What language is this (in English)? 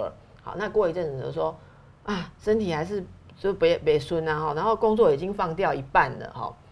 Chinese